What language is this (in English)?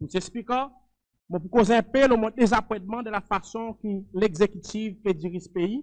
Seselwa Creole French